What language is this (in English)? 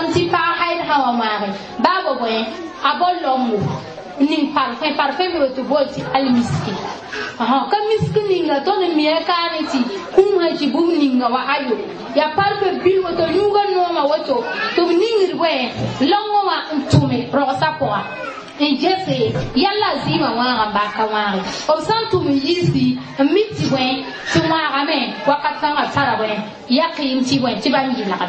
Mossi